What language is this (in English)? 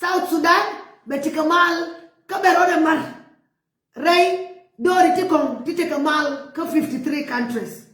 Nuer